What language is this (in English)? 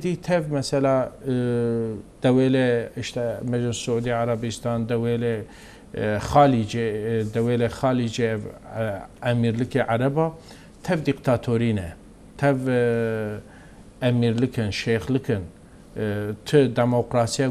Kurdish